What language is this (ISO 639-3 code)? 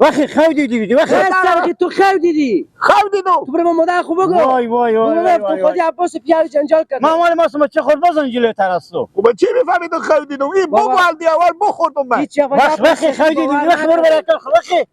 fas